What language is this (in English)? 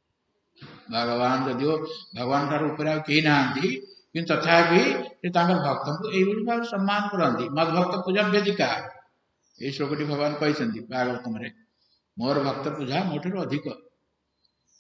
Odia